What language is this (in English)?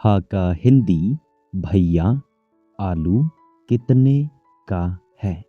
Khasi